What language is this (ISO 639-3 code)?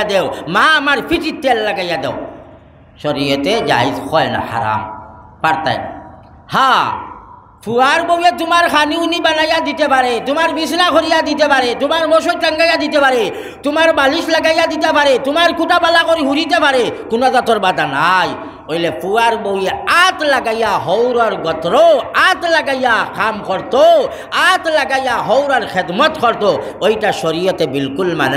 syl